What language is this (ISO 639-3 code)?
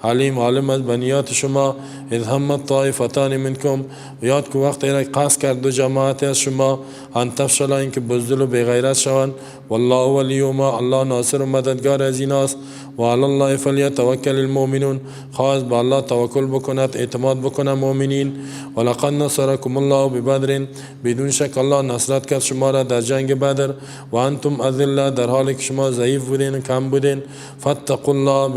fas